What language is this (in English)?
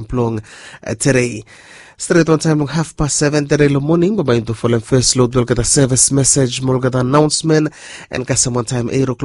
Bislama